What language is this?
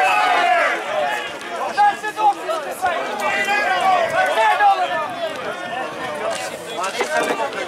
Serbian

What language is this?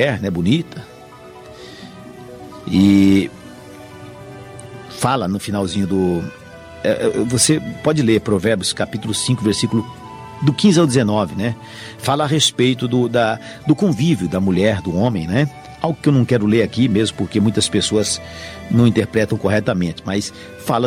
Portuguese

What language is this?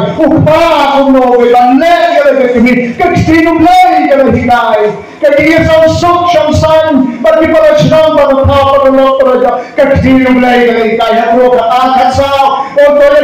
Khasi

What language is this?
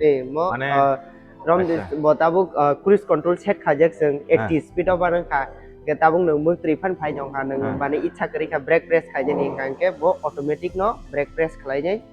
Kok Borok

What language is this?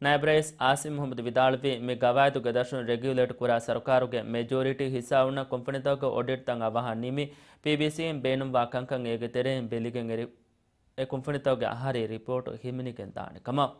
Divehi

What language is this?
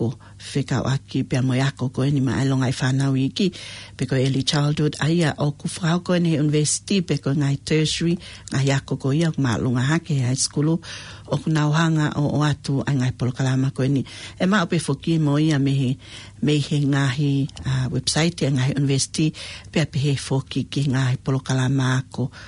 Tongan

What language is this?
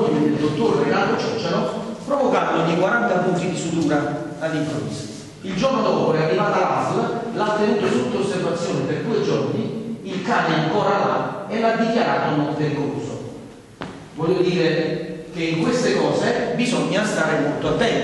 Italian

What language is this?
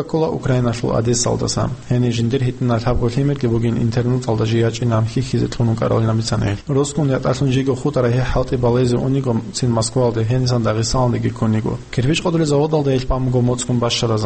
Avaric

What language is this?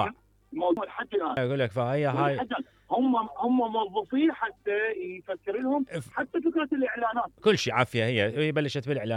Mesopotamian Arabic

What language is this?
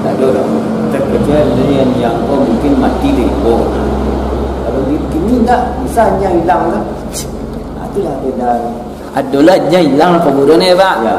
Minangkabau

